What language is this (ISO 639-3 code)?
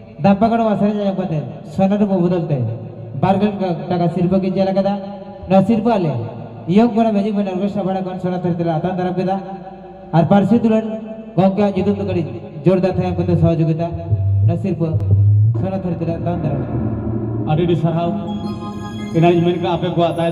sat